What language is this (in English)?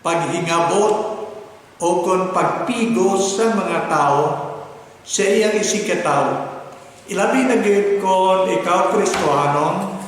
Hiligaynon